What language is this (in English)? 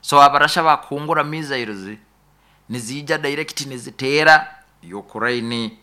Nyoro